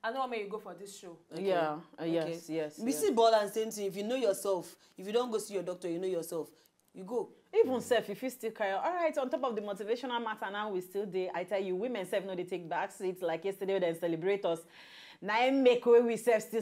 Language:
Nigerian Pidgin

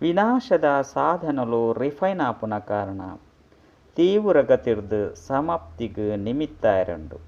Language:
Tulu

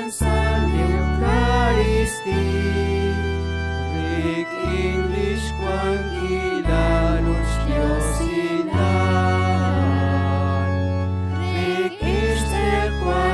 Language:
Kekchí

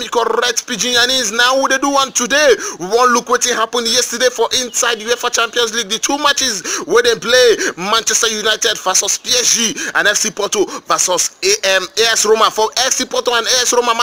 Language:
Nigerian Pidgin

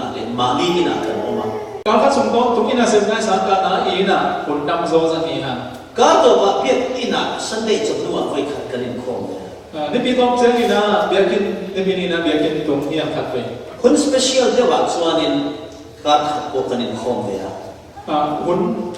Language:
Falam Chin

